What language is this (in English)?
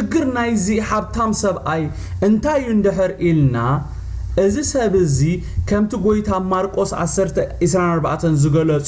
Tigrinya